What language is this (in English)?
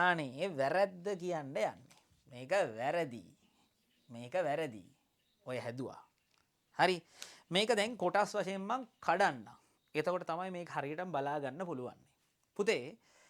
Sinhala